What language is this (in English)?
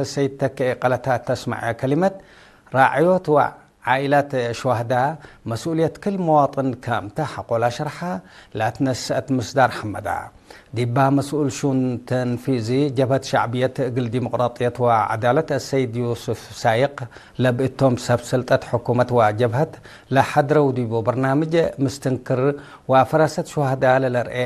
Tigre